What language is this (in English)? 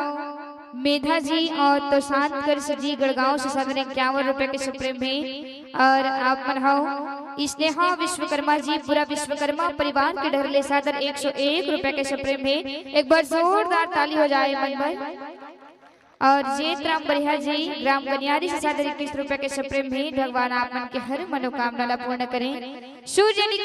Chhattisgarhi